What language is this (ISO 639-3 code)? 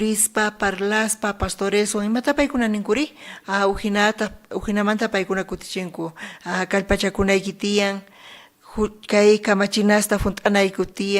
quh